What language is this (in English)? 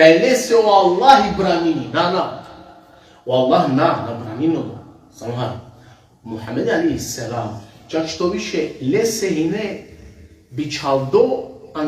Balkan Romani